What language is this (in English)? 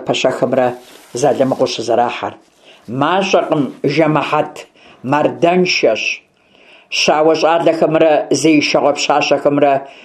Kabardian